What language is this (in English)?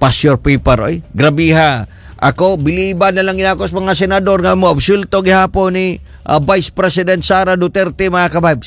Cebuano